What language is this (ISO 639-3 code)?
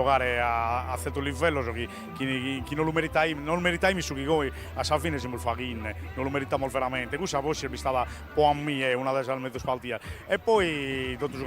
srd